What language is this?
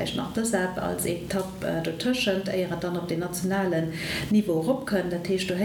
Luxembourgish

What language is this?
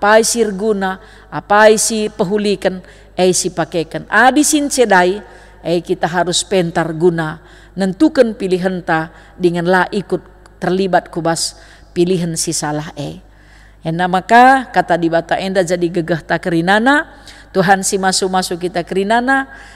Batak Karo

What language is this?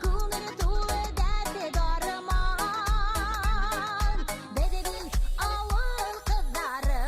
Bashkir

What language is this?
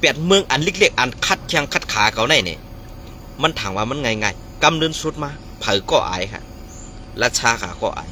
Shan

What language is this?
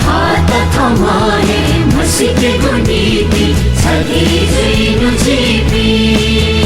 Newari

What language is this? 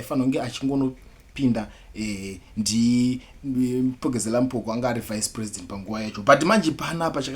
Shona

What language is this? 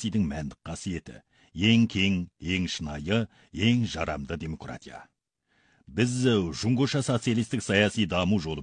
Kazakh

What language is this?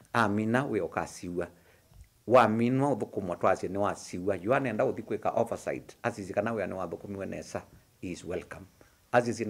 Kamba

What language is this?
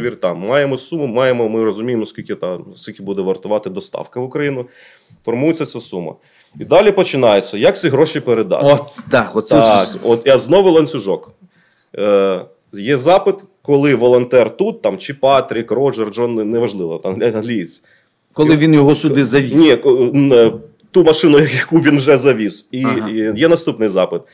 Ukrainian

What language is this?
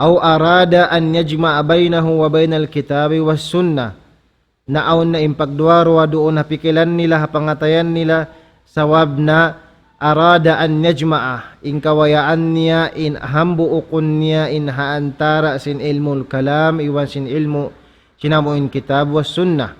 Tausug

